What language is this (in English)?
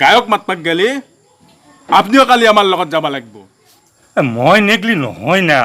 Assamese